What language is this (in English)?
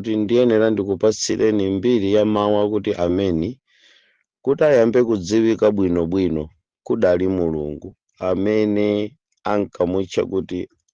Nyanja